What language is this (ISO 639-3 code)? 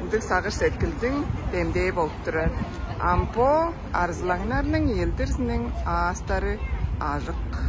tyv